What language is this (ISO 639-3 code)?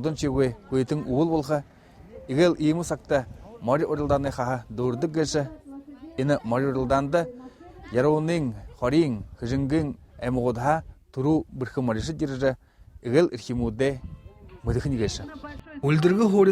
bua